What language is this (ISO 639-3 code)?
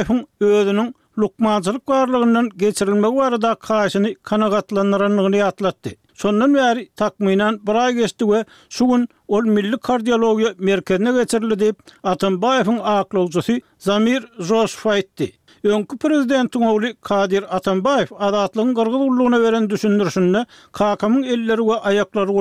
tuk